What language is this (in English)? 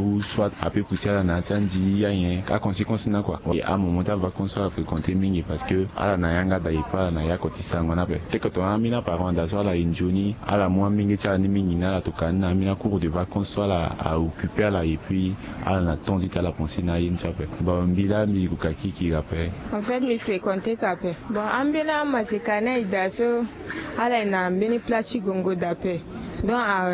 Sango